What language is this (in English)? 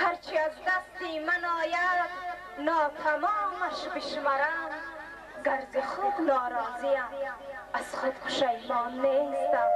Tajik